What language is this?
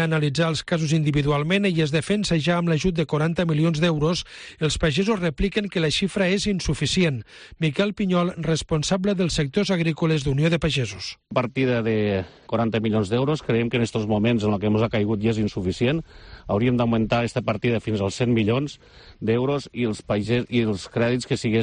Catalan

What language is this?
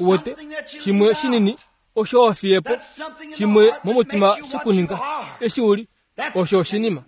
Kuanyama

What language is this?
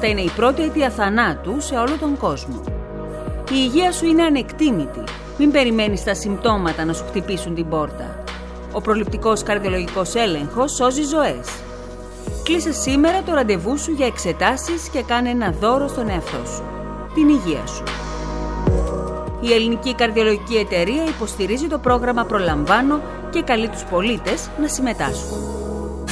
Greek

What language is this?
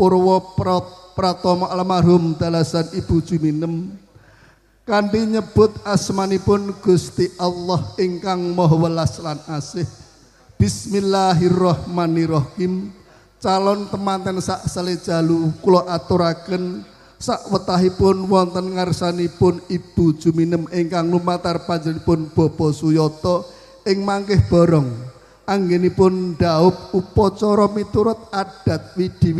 Javanese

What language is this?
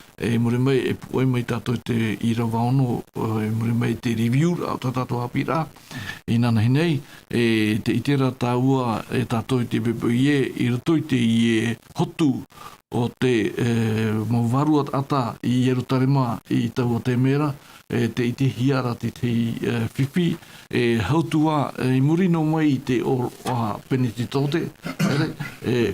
Tahitian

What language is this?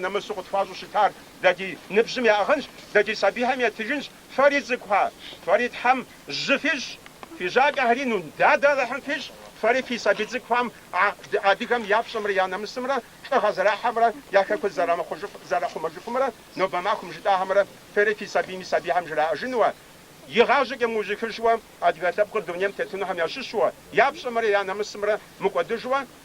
Kabardian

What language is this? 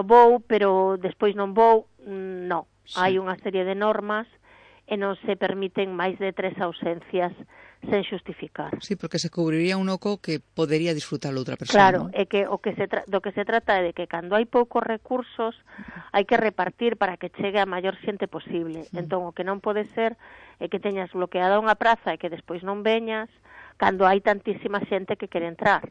Galician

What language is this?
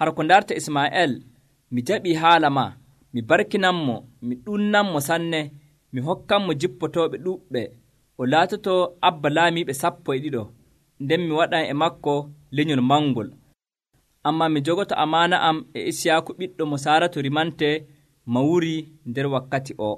Nigerian Fulfulde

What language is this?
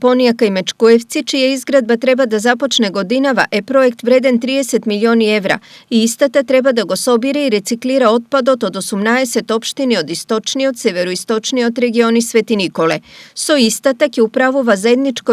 Macedonian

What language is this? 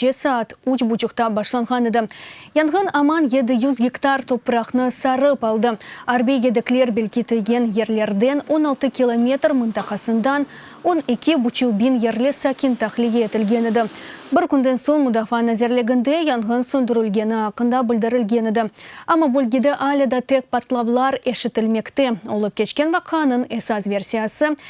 Crimean Tatar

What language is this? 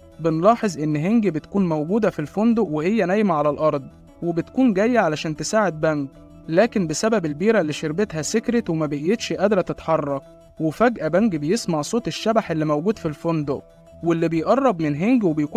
Egyptian Arabic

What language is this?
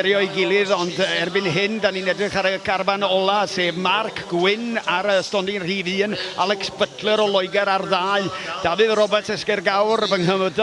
Welsh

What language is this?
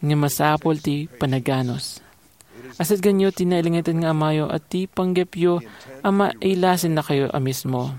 Iloko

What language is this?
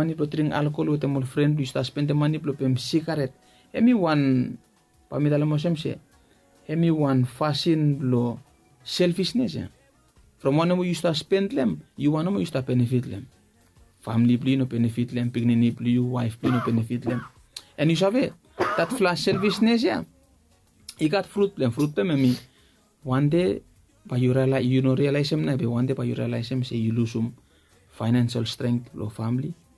Bislama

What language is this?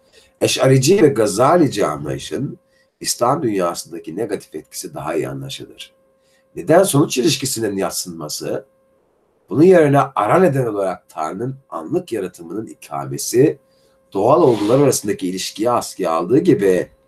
Turkish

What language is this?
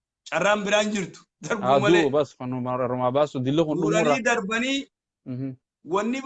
Oromo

